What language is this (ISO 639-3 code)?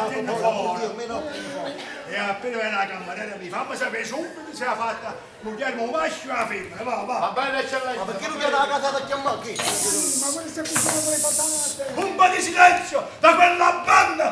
nap